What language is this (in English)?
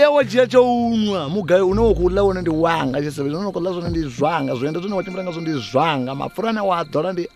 Venda